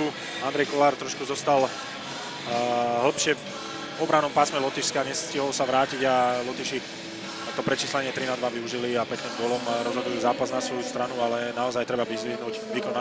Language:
Slovak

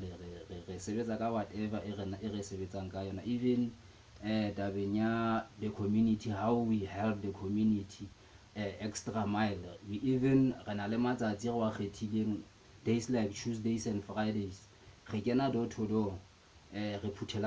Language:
Southern Sotho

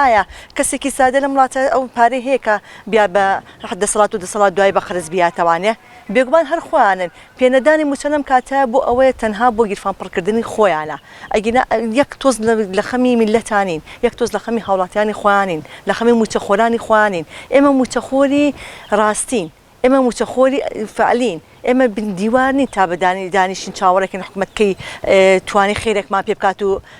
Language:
Central Kurdish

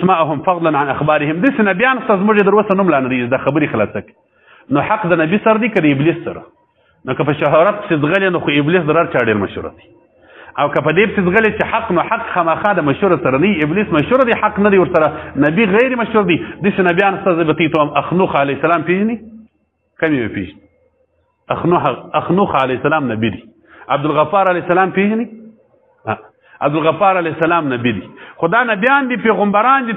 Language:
Pashto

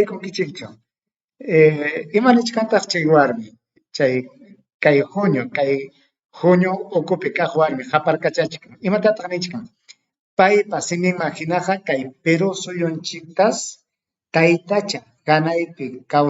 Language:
Ayacucho Quechua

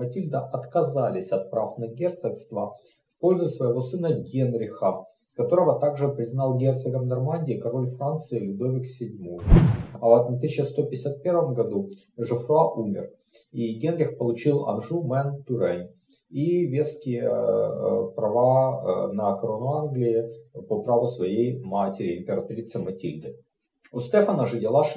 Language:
Russian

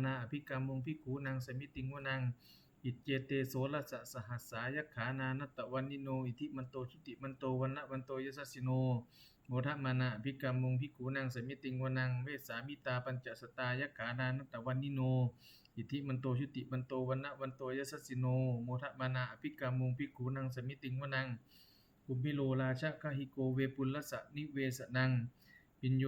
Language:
Pali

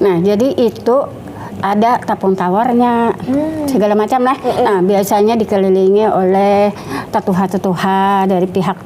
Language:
Banjar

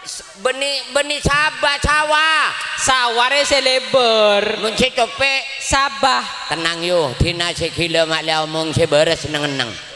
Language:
Madurese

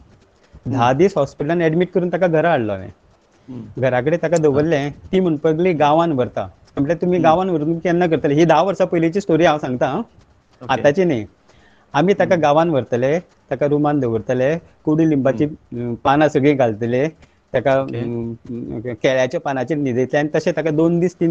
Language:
Konkani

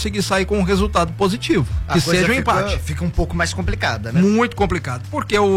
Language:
Portuguese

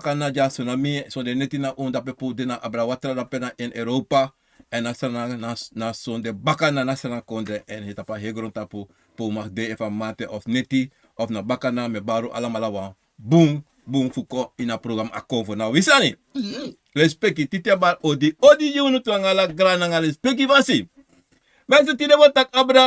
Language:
Sranan Tongo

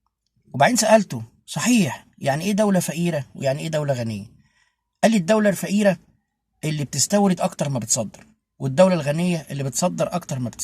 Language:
Egyptian Arabic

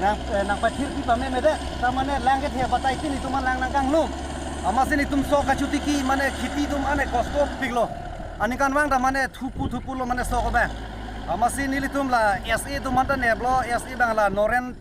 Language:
Karbi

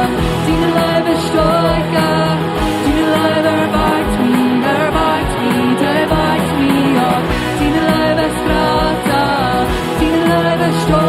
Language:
Plautdietsch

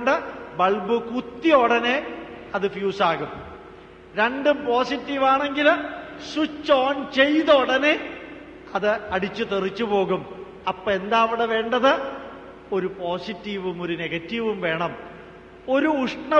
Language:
Malayalam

